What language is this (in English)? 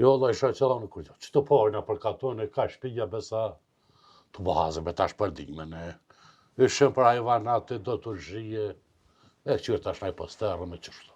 Albanian